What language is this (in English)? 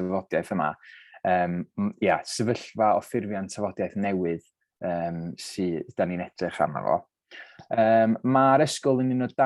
Welsh